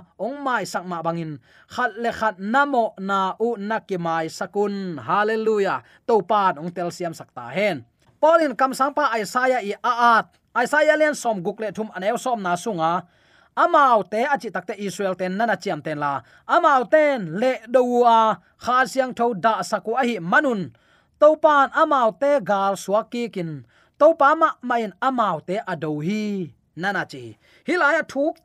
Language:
Tedim Chin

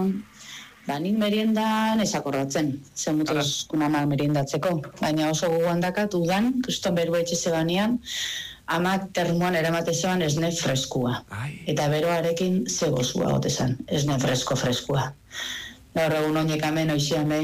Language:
Basque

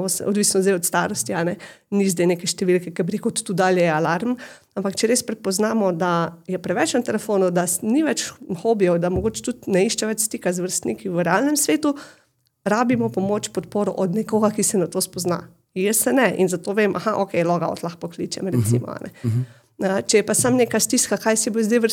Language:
Slovenian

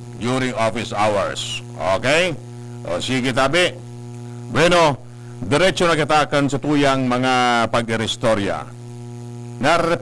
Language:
Bikol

